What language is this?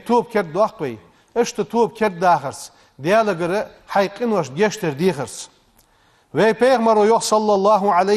Ingush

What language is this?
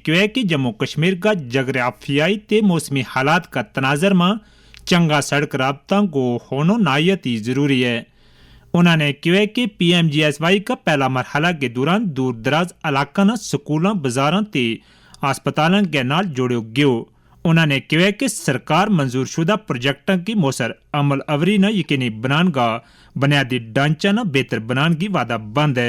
Gujari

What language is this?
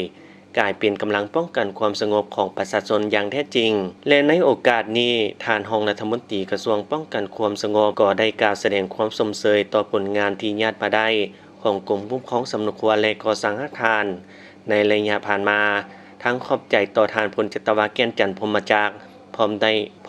Lao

